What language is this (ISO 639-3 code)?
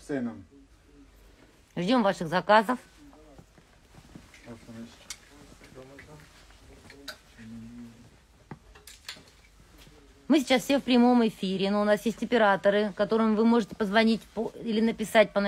rus